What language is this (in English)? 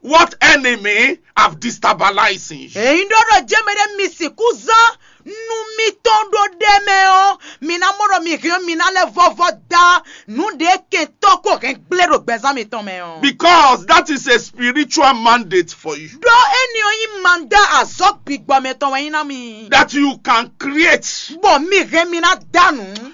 Fon